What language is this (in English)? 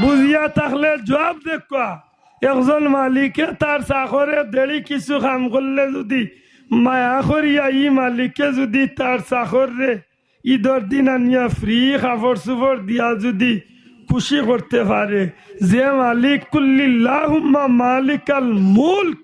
Sylheti